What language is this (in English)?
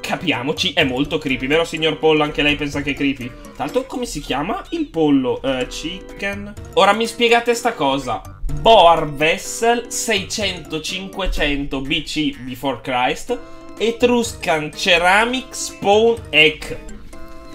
Italian